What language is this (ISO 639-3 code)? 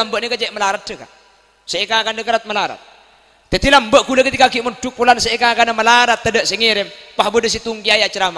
mad